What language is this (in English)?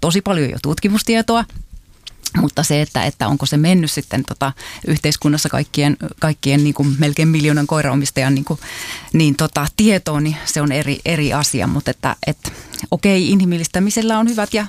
Finnish